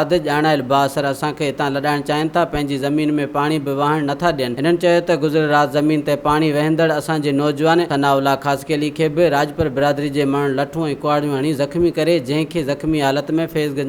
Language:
Sindhi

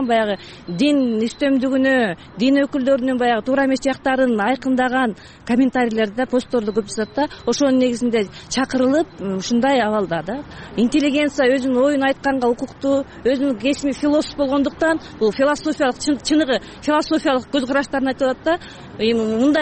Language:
Kyrgyz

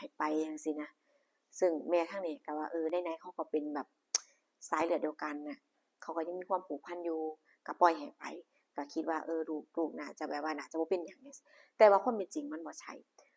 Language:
Lao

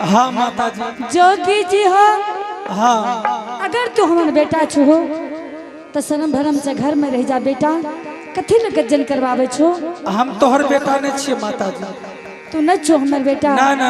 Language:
Angika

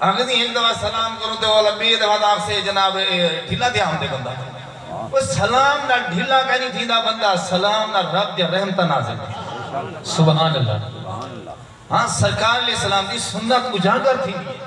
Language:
Saraiki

